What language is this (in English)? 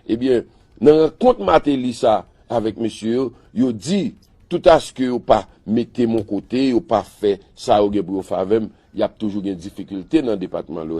Haitian Creole